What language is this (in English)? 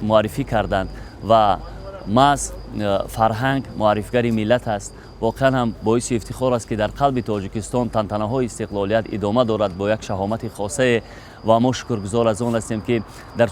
Tajik